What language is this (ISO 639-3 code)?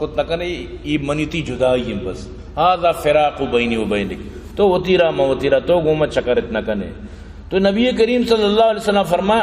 bal